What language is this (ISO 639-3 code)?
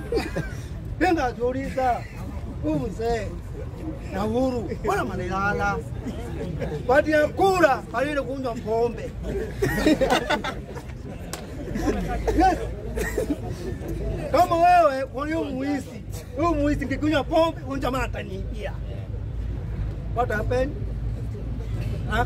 swa